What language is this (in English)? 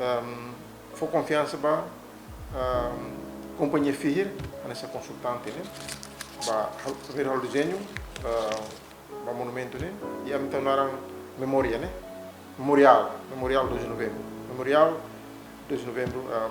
Tetum